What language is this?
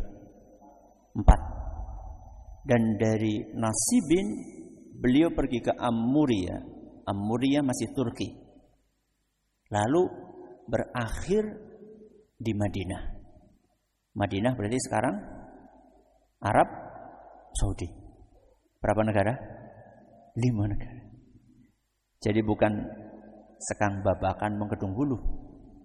Indonesian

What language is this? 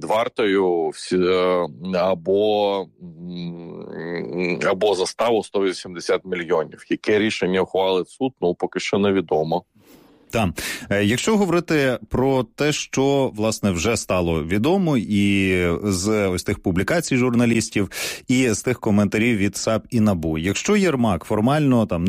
Ukrainian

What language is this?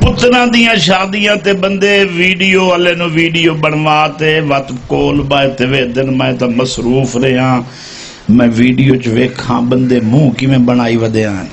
Saraiki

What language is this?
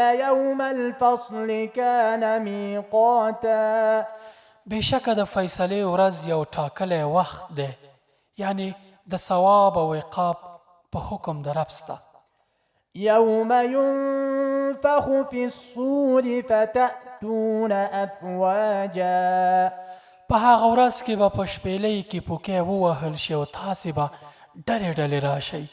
Pashto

